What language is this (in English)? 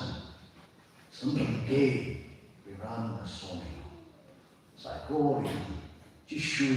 Tangkhul Naga (India)